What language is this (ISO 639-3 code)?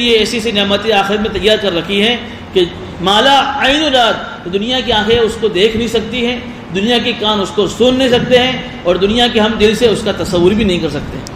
urd